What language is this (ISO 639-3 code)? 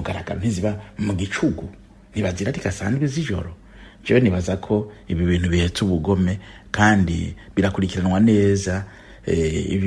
run